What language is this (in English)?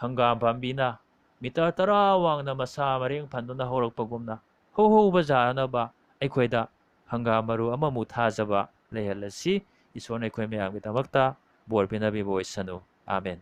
Manipuri